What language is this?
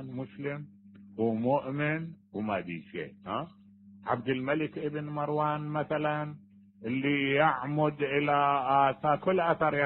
Mesopotamian Arabic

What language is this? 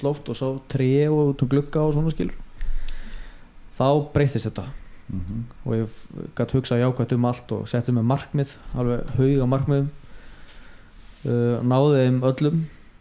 Icelandic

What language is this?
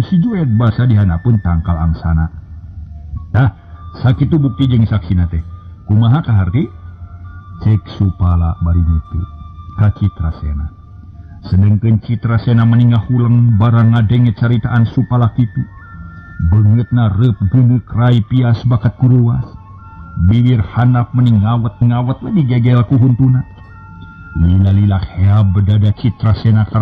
Sundanese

